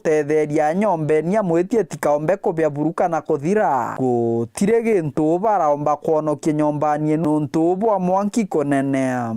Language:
Meru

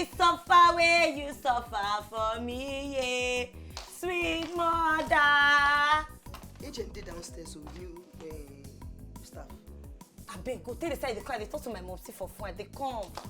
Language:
Nigerian Pidgin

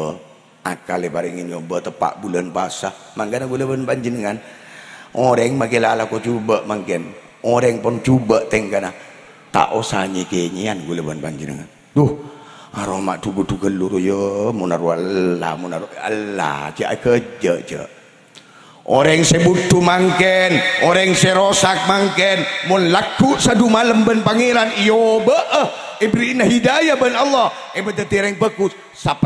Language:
Madurese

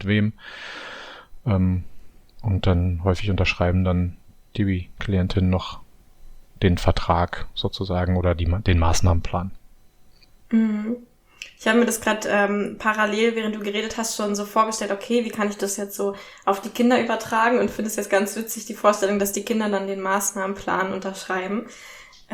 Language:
German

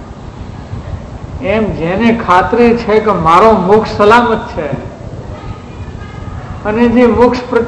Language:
Gujarati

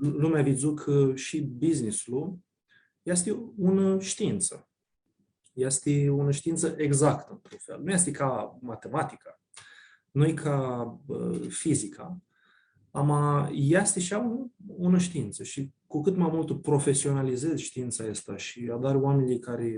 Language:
Aromanian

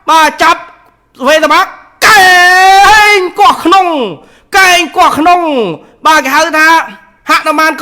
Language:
Khmer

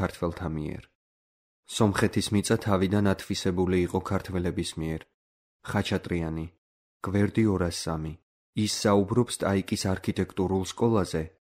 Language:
Georgian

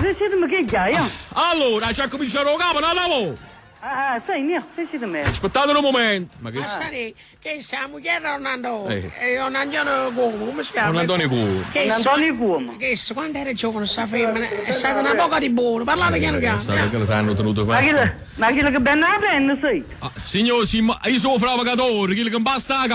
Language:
Neapolitan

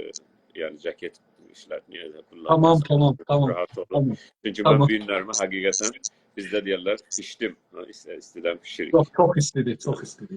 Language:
South Azerbaijani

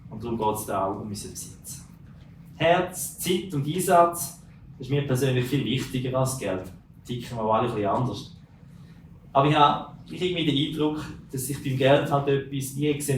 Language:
Swiss German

